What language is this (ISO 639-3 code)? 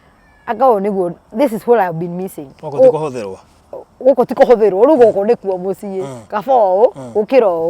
kik